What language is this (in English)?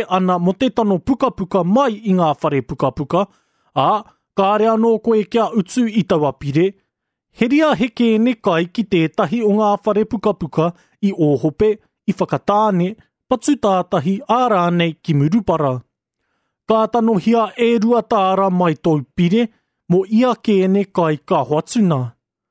Māori